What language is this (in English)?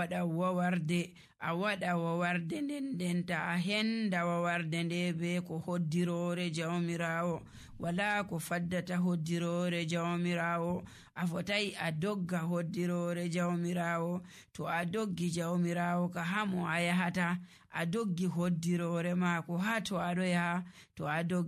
Nigerian Fulfulde